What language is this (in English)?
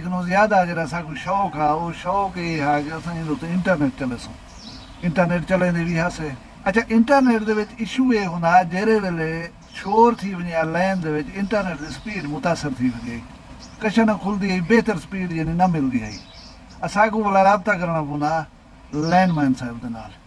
Saraiki